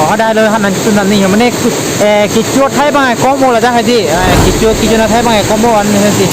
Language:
Karbi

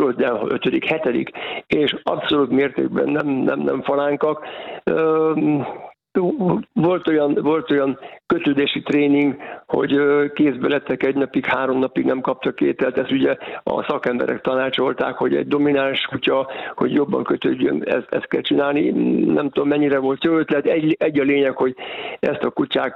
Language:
Hungarian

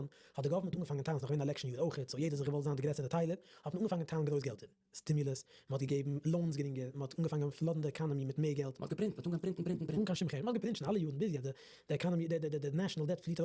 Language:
Yiddish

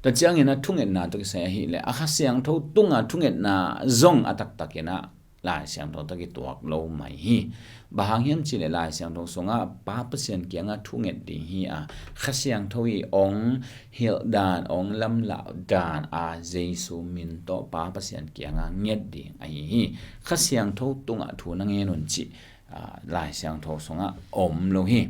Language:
Tedim Chin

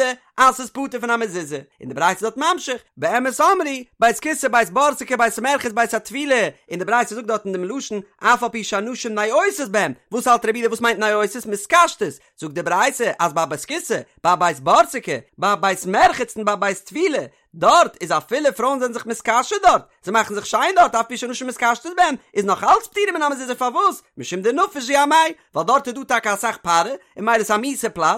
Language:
Yiddish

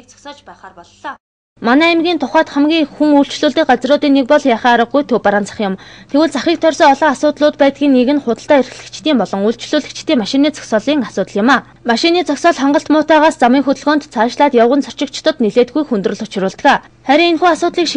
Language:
Mongolian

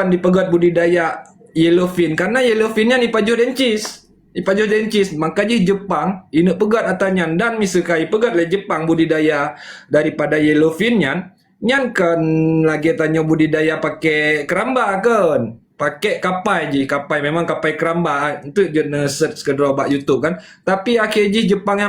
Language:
Achinese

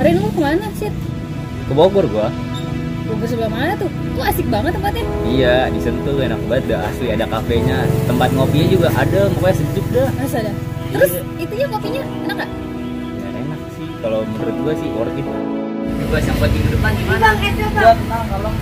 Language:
Betawi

